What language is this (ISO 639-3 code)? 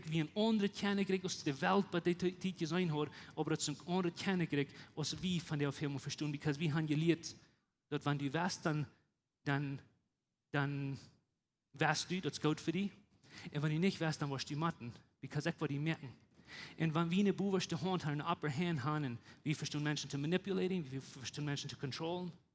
pdt